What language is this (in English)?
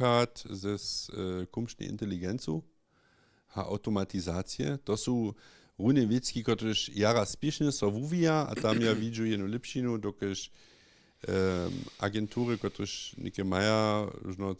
Upper Sorbian